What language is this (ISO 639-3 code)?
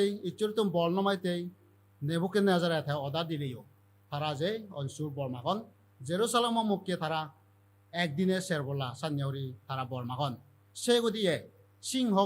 ccp